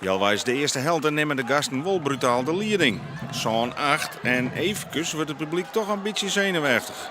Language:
Western Frisian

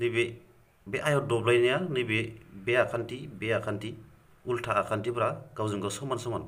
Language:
Bodo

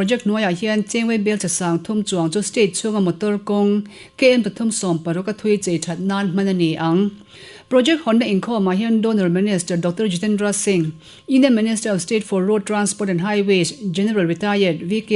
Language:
Mizo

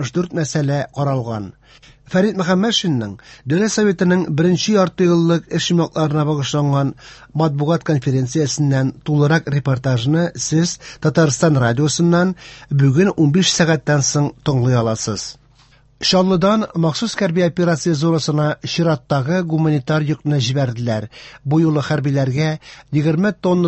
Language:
Tatar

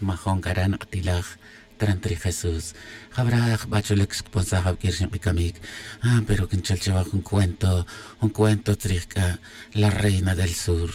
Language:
Tz'utujil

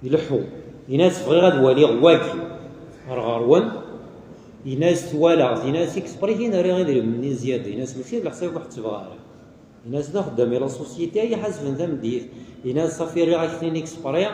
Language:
Kabyle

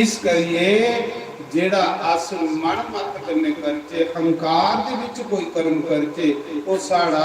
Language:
Dogri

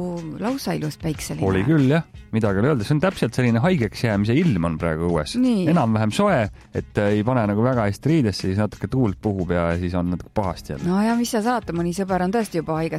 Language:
Estonian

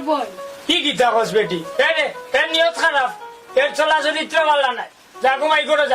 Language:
Sylheti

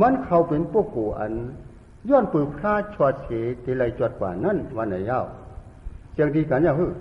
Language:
Shan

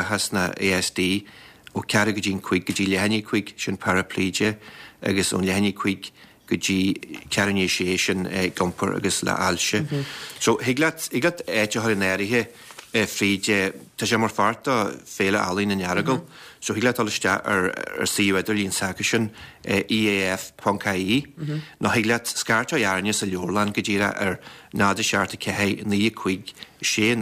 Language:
Irish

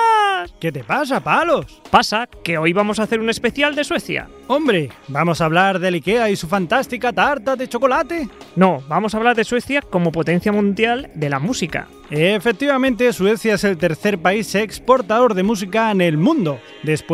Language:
Spanish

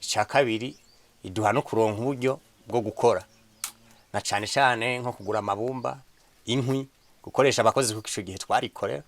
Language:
Rundi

